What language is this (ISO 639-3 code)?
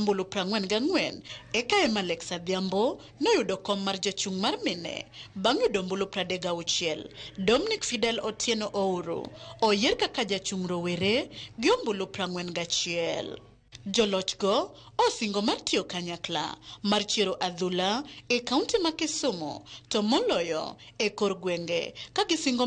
luo